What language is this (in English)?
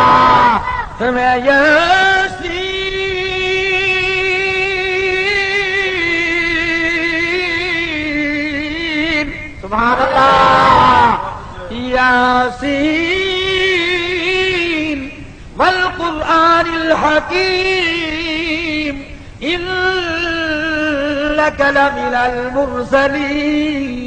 Saraiki